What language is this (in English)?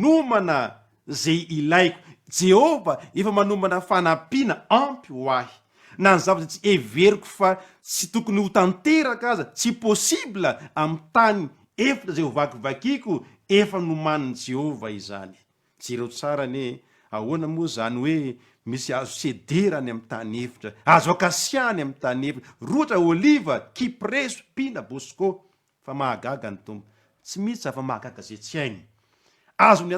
Malagasy